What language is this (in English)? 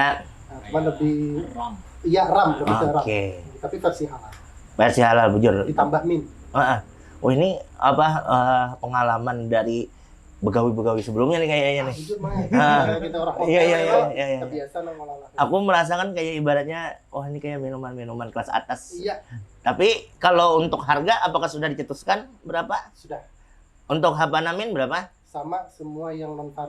Banjar